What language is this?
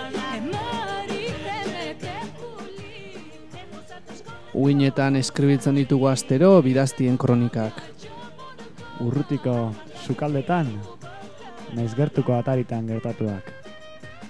Basque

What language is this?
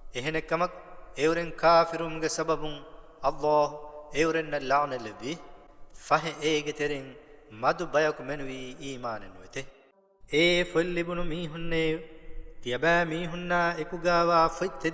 Divehi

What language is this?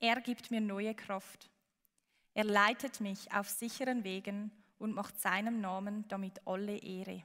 Swiss German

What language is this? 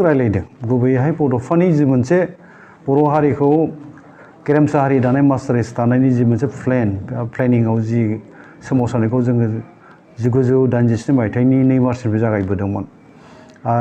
Bodo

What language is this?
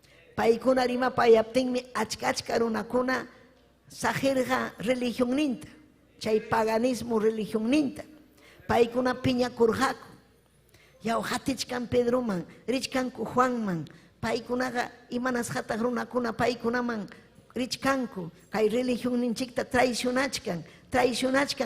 Ayacucho Quechua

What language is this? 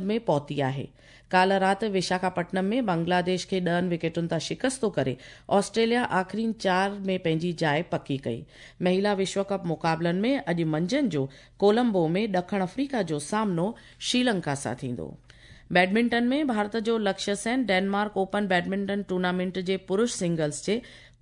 Sindhi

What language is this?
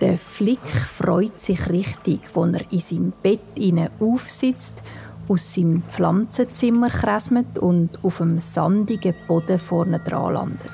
Swiss German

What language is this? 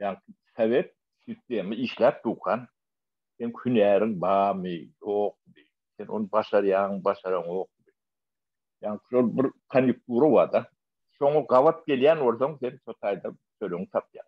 Turkmen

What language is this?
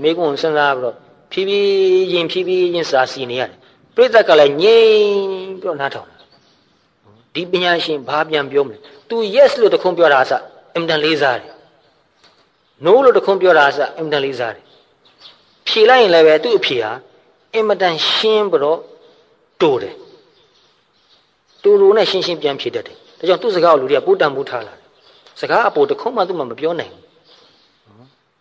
Burmese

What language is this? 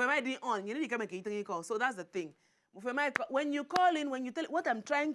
Nigerian Pidgin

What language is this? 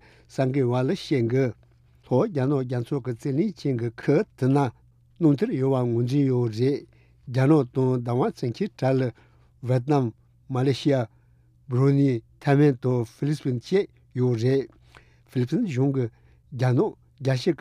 Tibetan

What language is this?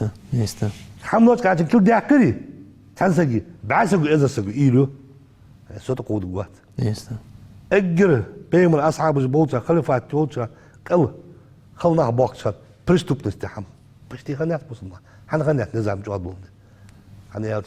Ingush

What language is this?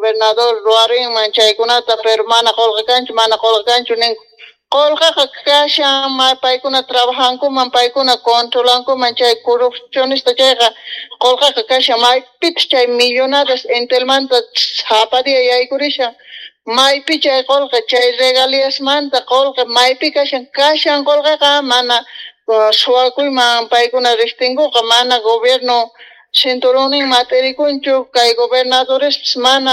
Quechua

